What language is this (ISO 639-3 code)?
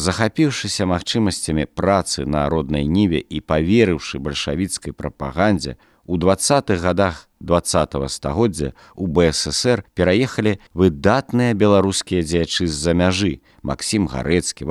bel